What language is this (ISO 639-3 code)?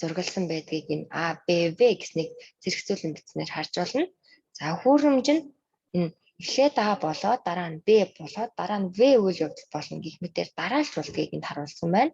mon